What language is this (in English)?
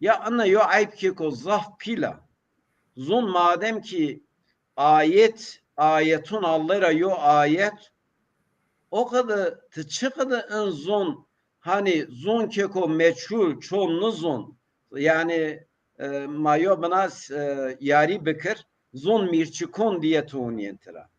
Zaza